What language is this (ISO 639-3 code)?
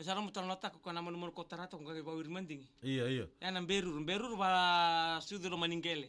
fij